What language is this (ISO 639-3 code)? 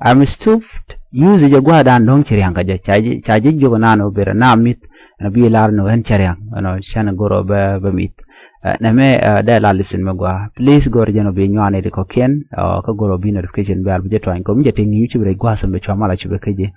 nus